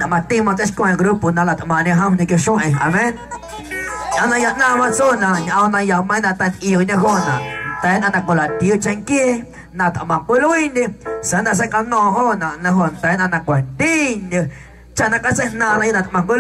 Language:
Guerrero Amuzgo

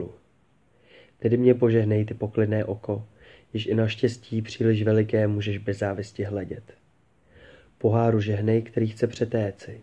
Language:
Czech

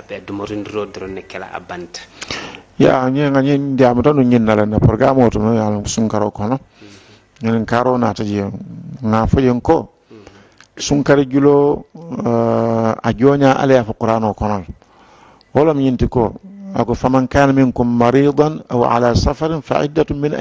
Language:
Mandingo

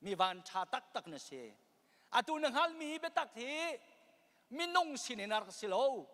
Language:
Hakha Chin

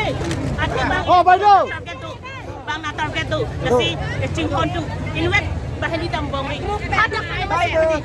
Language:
Karbi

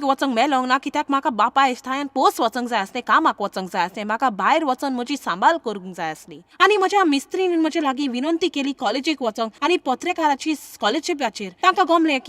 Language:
Konkani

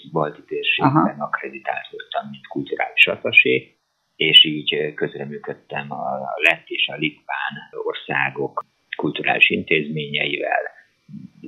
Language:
Hungarian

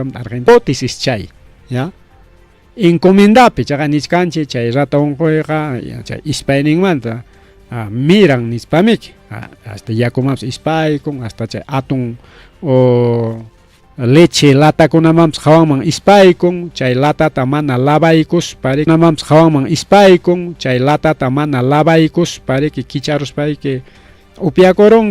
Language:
Ayacucho Quechua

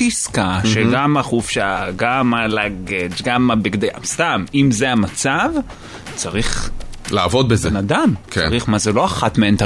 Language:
Hebrew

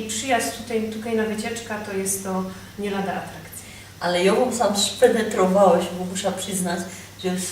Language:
Silesian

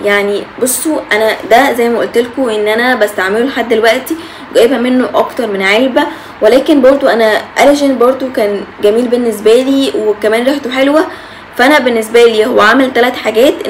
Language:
Egyptian Arabic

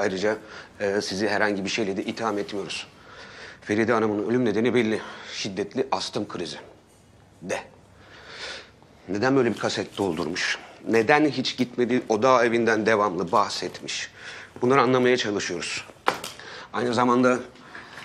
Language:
Turkish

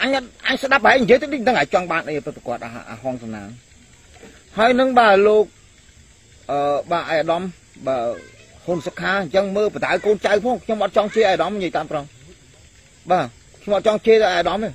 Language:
Khmer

